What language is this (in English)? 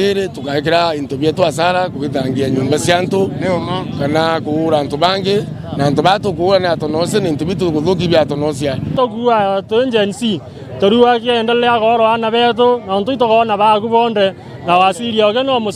Meru